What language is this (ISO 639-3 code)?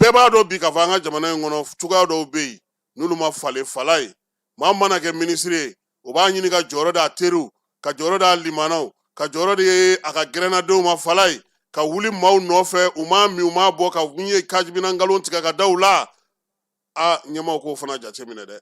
bam